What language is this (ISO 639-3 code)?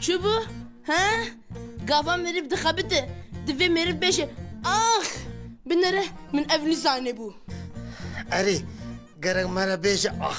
kur